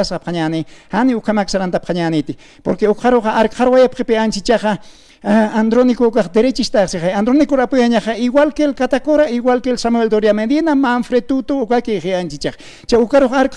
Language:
Aymara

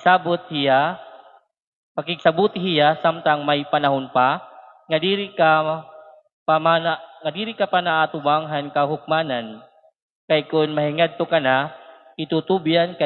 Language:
Waray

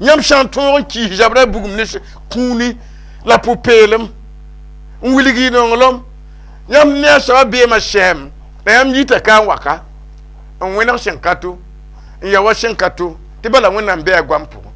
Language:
Mossi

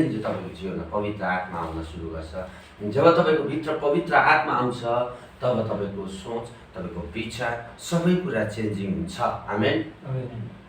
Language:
Nepali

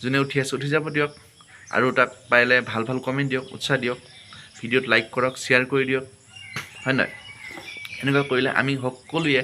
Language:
Assamese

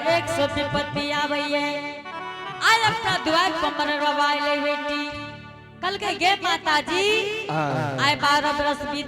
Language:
Angika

